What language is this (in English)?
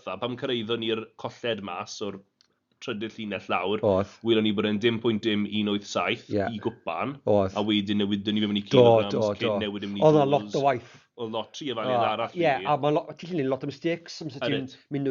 Welsh